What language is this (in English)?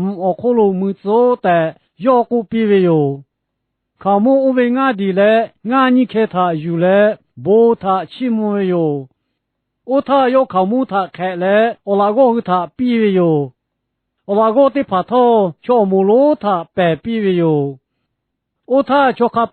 Lahu